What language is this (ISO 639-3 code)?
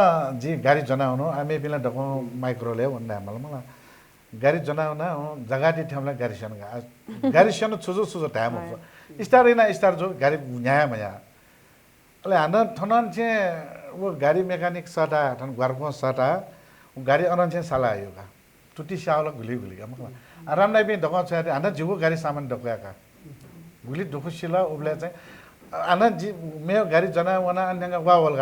new